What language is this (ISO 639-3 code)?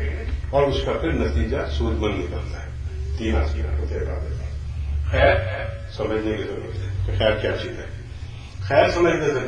urd